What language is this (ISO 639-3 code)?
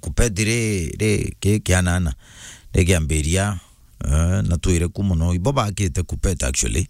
mer